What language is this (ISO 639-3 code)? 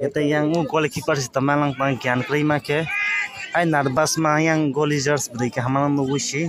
trp